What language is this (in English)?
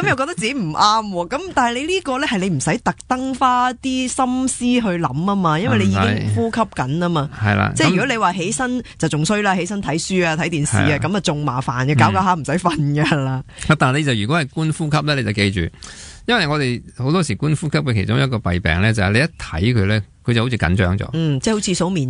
Cantonese